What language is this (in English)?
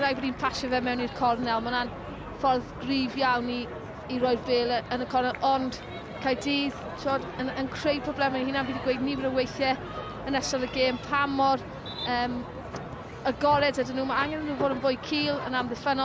Welsh